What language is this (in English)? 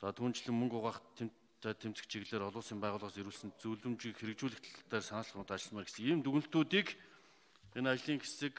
Mongolian